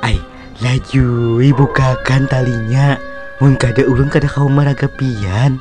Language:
Banjar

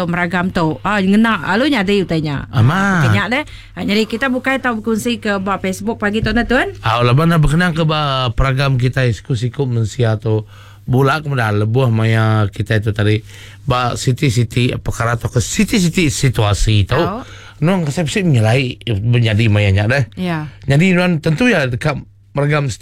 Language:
Iban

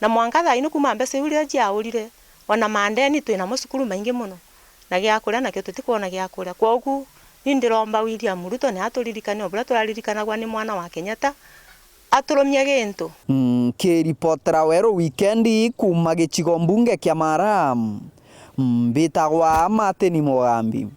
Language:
Meru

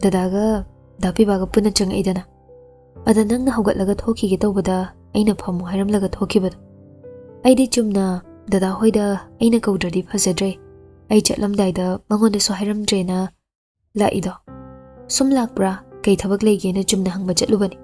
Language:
Manipuri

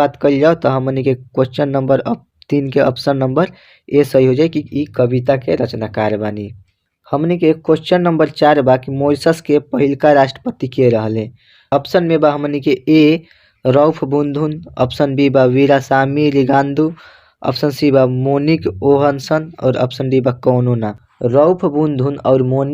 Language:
Bhojpuri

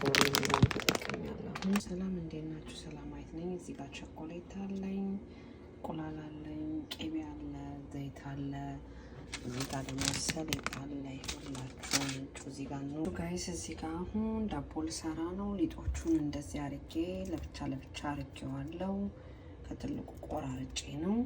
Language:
Amharic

